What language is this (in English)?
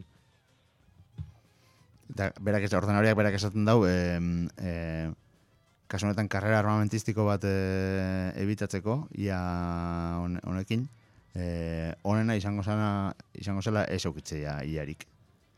Basque